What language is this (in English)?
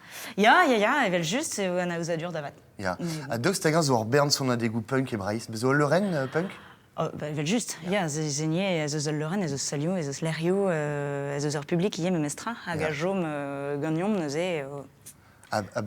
Breton